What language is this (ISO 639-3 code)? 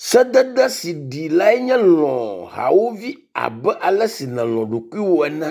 ewe